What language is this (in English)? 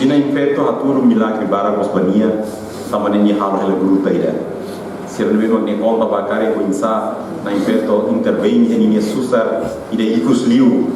Tetum